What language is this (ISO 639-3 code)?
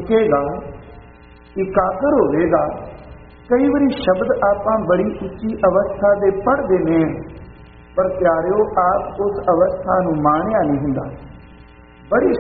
pan